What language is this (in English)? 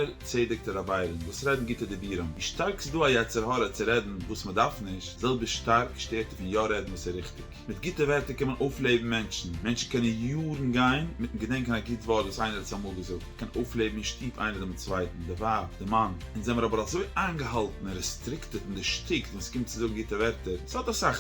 Yiddish